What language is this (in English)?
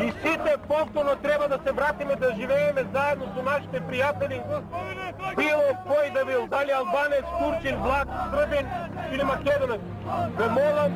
Macedonian